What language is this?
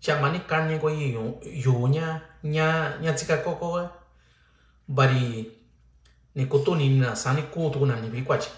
Mixtepec Mixtec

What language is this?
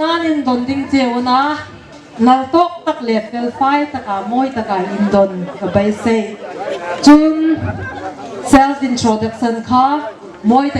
Hmar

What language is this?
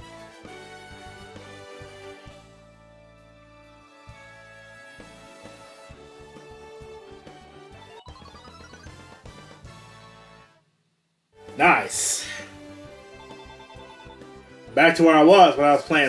English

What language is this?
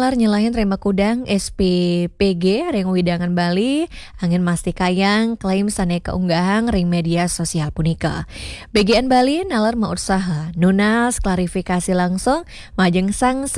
Balinese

